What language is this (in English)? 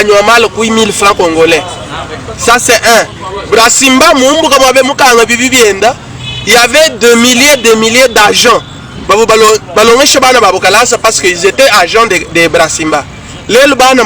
Luba-Lulua